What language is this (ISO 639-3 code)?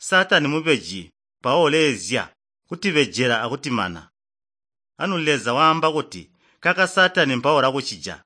toi